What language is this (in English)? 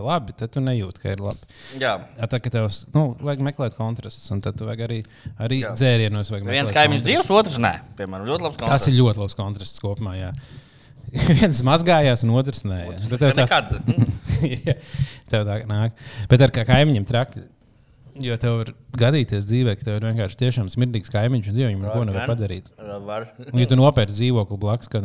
Latvian